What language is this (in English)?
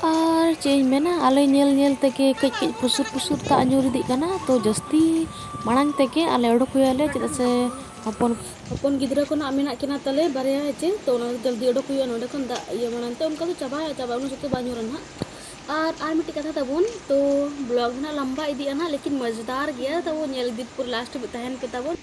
Santali